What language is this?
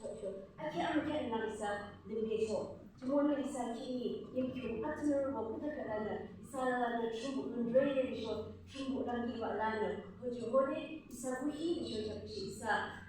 Yimchungru Naga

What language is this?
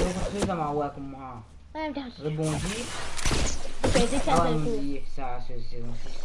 Morisyen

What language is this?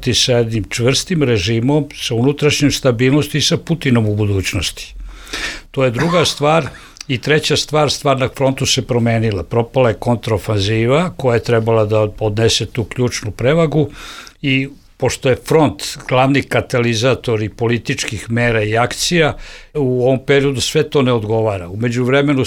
Bosnian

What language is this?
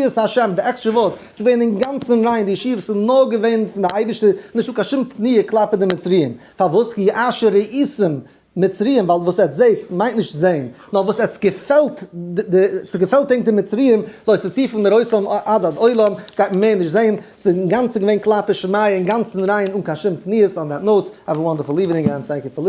Yiddish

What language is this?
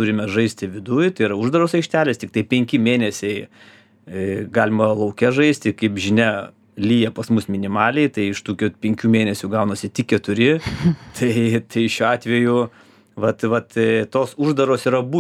Lithuanian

